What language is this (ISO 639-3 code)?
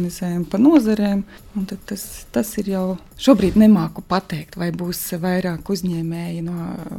lav